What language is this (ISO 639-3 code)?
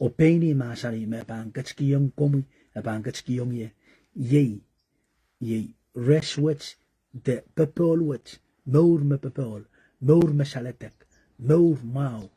pon